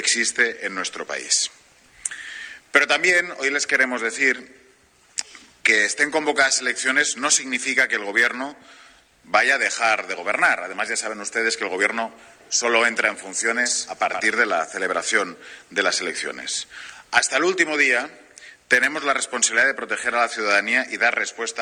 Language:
Spanish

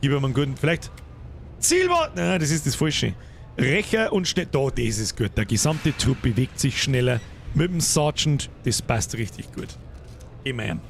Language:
Bavarian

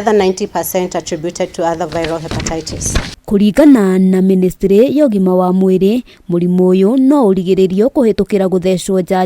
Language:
Kikuyu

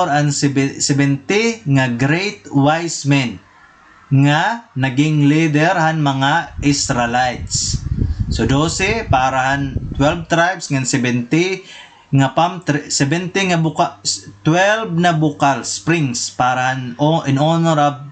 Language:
Waray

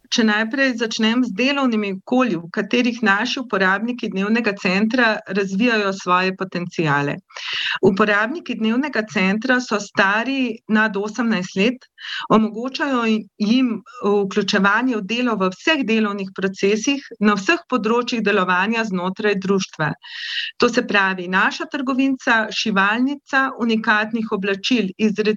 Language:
Slovenian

